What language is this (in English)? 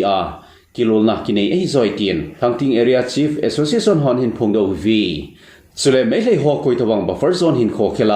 Thado Chin